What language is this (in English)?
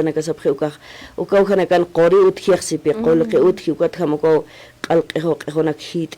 Aymara